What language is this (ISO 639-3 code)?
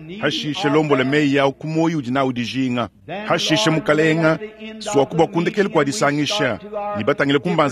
lua